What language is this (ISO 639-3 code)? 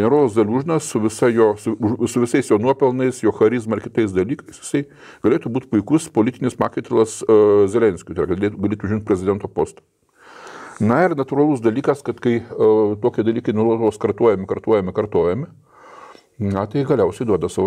lit